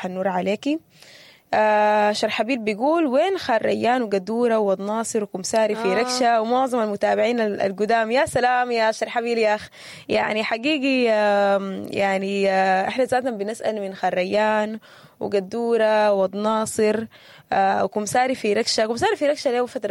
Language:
Sudanese Arabic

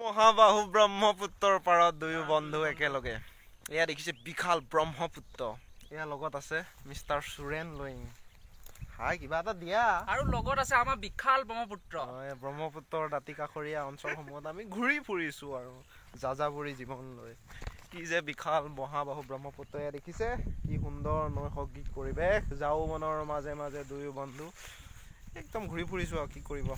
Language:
Assamese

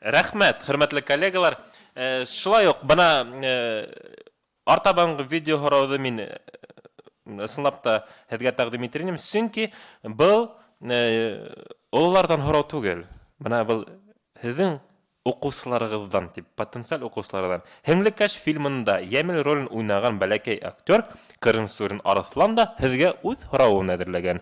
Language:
Bashkir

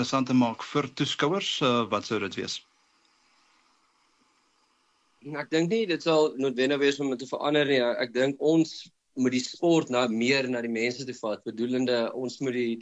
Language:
Afrikaans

